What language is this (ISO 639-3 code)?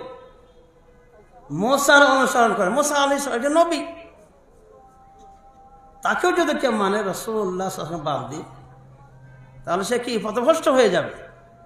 ben